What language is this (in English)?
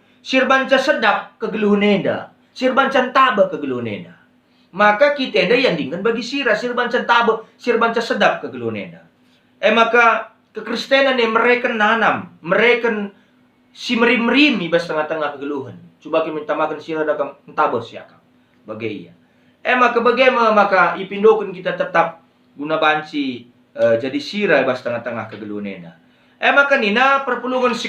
Batak Karo